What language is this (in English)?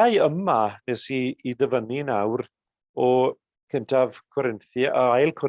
Welsh